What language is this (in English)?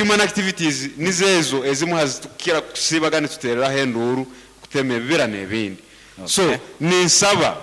Nyankole